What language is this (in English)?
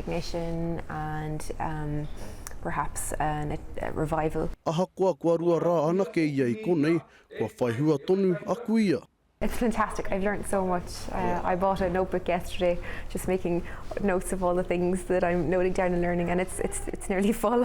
Māori